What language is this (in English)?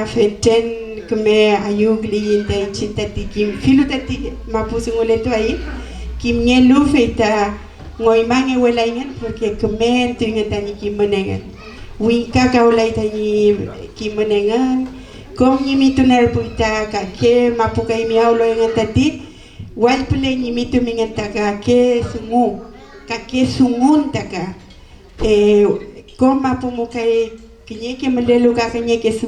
Mapuche